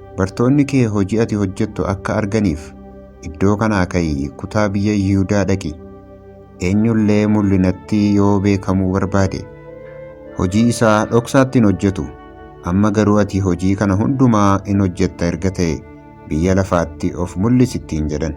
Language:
Oromo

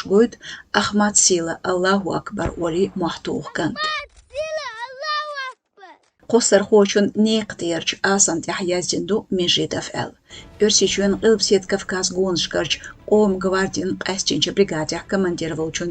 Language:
Chechen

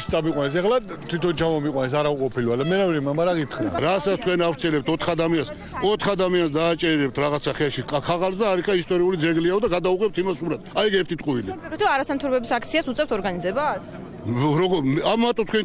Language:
Georgian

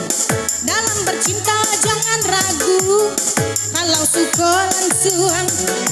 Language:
Minangkabau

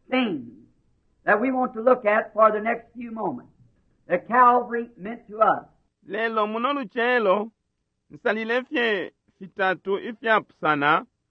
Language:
Bemba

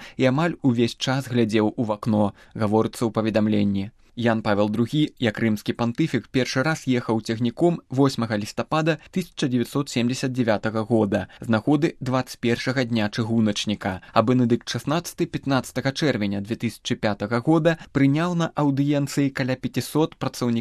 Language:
Belarusian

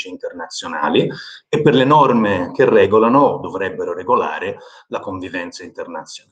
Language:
Italian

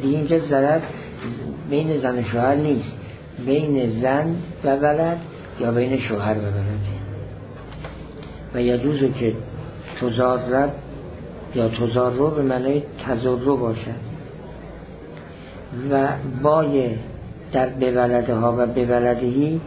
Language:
Persian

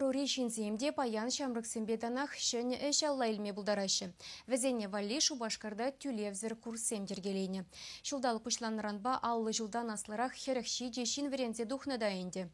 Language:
Chuvash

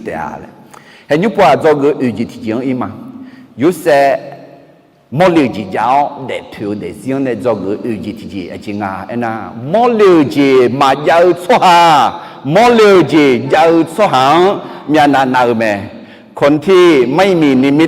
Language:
Akha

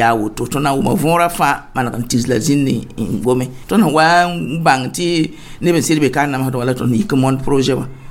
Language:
Mossi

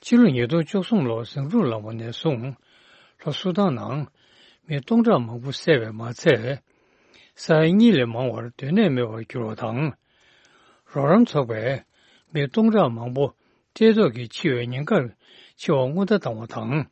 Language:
Tibetan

